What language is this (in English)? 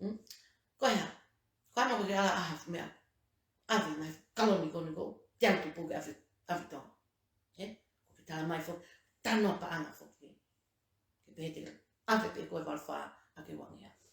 Tongan